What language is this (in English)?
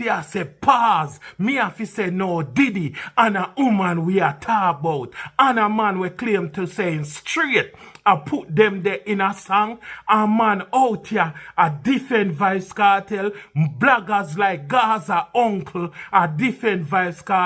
Jamaican Creole English